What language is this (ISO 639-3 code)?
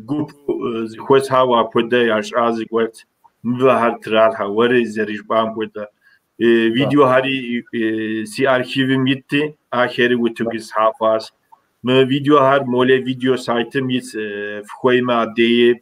kbd